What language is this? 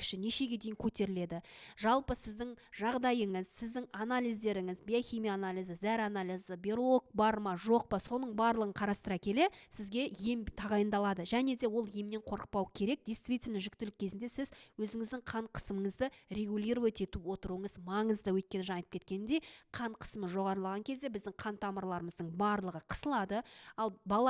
Kazakh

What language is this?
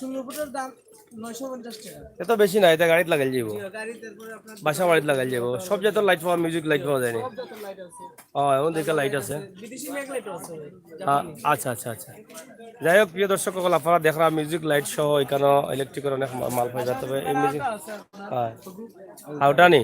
Sylheti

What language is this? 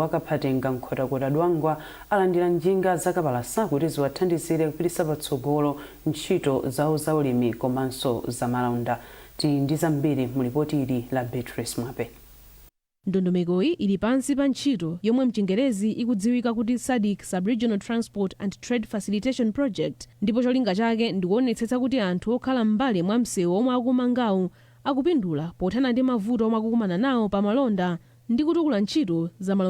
Nyanja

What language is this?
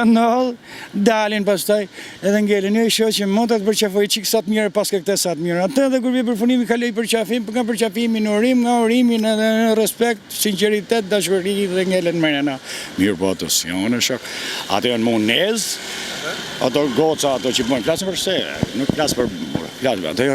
Albanian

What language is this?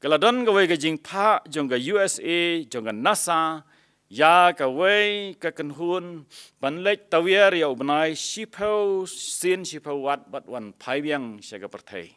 Khasi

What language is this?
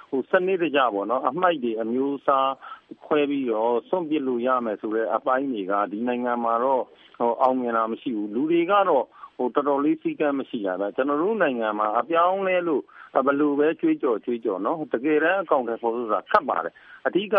Burmese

